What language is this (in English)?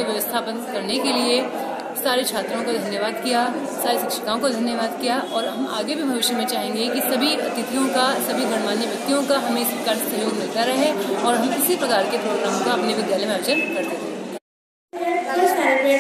Hindi